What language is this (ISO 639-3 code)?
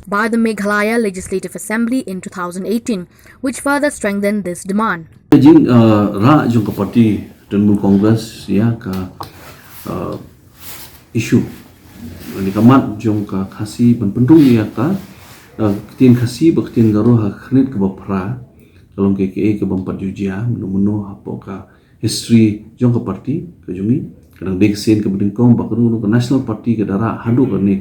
kha